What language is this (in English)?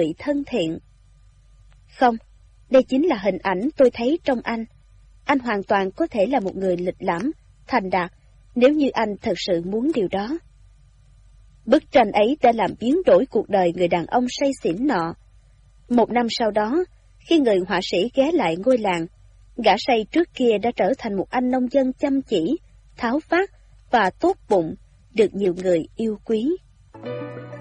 Vietnamese